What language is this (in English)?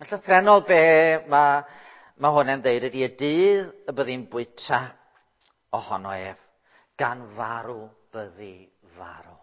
Welsh